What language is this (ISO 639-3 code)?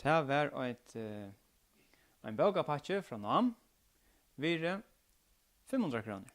fao